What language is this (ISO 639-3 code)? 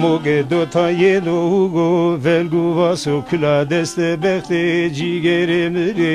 zza